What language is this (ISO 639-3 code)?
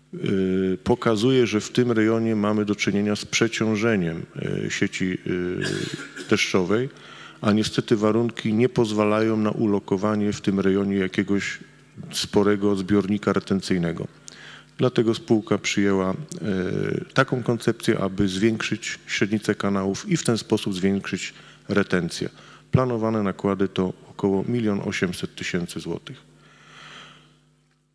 pol